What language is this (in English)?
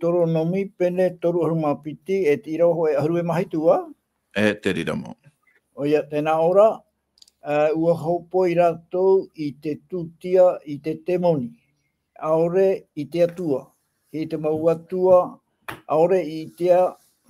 Tahitian